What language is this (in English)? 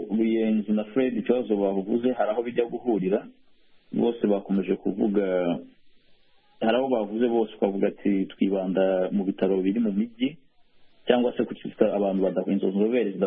Kinyarwanda